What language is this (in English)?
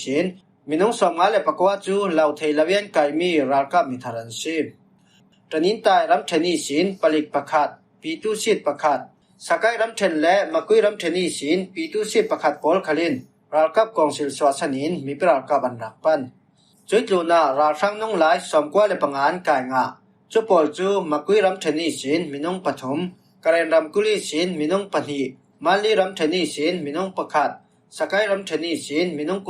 Falam Chin